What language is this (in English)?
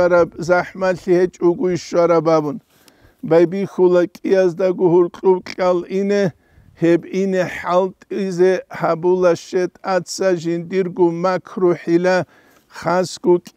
Avaric